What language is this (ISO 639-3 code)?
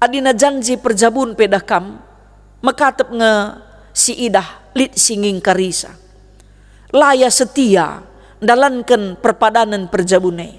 btx